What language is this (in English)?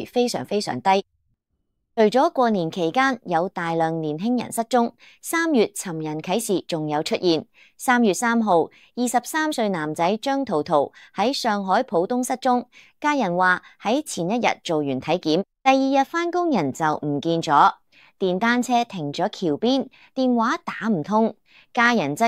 Cantonese